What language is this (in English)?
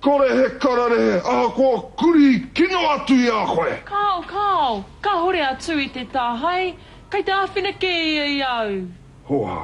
Māori